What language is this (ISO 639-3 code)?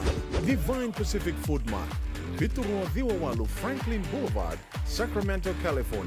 fij